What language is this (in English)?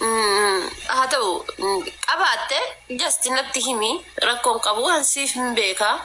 Oromo